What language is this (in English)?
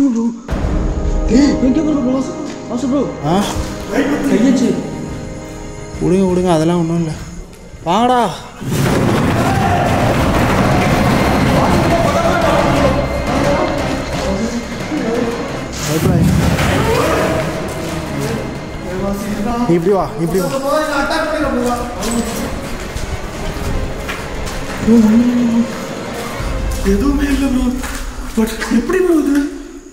Tamil